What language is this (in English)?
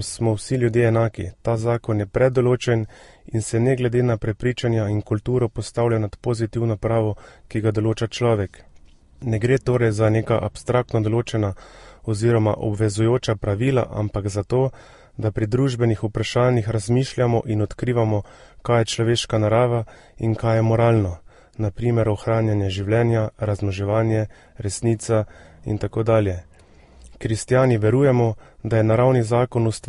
Slovenian